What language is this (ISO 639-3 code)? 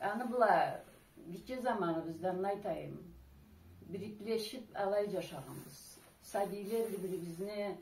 krc